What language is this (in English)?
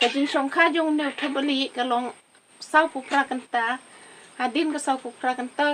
Khasi